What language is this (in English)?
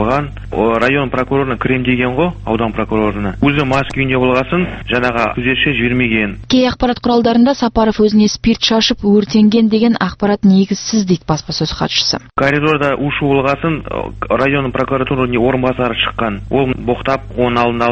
Kazakh